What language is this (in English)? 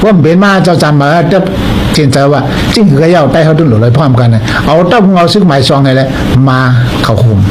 Shan